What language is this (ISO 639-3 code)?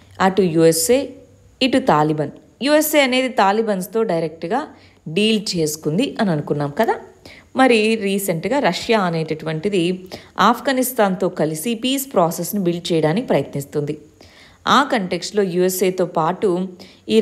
tel